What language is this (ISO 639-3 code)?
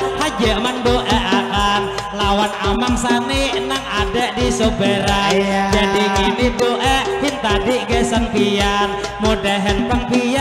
bjn